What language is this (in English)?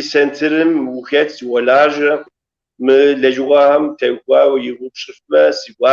Kabardian